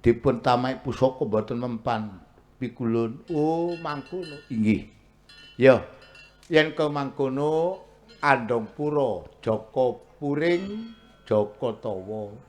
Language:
Javanese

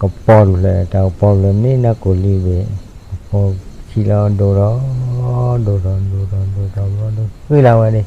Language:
S'gaw Karen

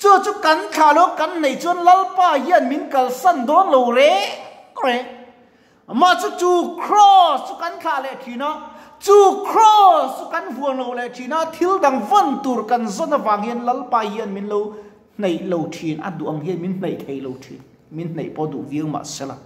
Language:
Mizo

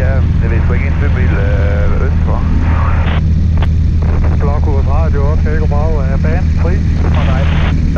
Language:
Danish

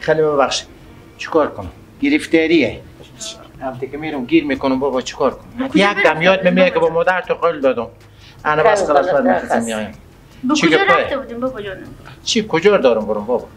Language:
Persian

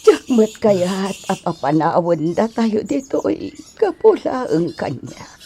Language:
Iloko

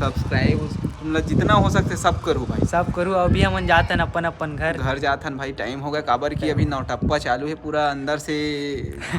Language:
Chhattisgarhi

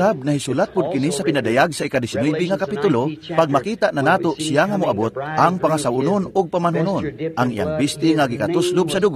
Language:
Cebuano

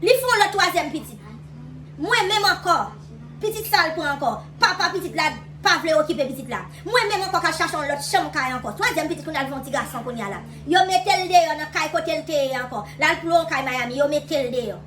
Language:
Haitian Creole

